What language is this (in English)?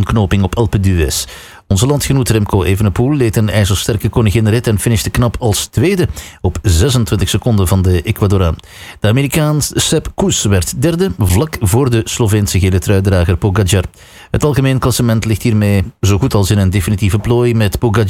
Dutch